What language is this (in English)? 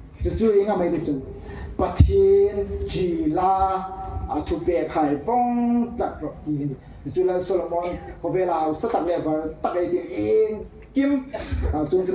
Hmar